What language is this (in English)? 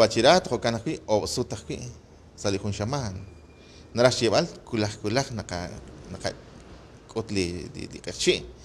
Kekchí